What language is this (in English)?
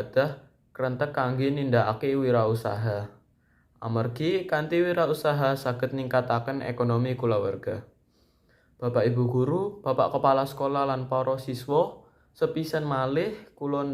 Javanese